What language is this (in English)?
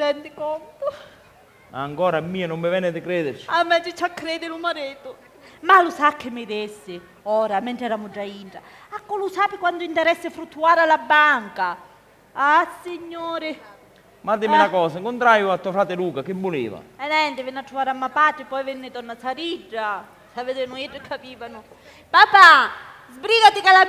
Sicilian